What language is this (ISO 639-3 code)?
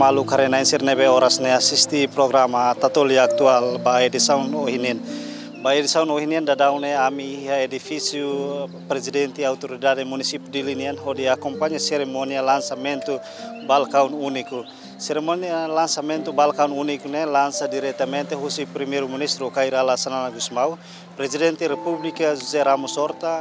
tet